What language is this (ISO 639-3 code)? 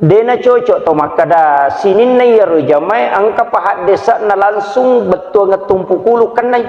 bug